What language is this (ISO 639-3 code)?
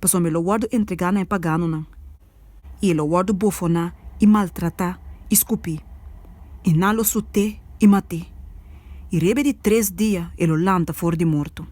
pap